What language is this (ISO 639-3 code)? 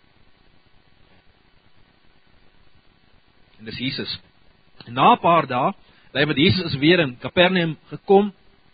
afr